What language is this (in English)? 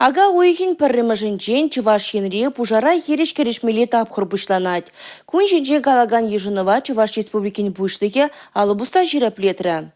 Chuvash